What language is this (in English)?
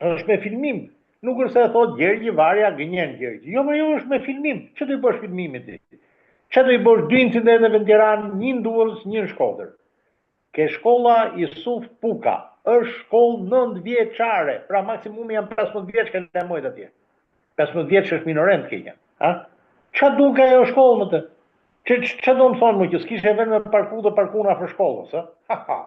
Albanian